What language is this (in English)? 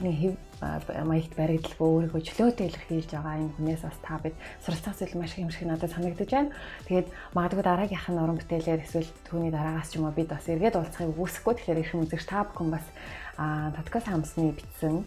Mongolian